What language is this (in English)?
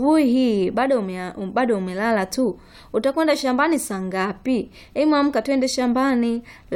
Swahili